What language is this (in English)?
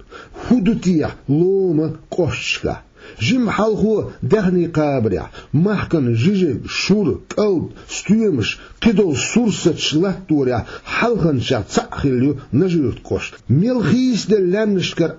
Chechen